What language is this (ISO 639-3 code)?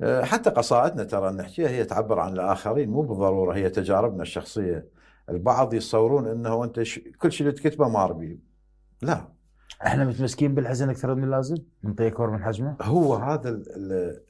acm